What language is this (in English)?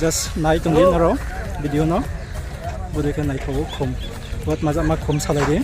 Riang (India)